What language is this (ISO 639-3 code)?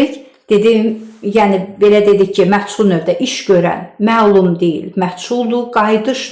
aze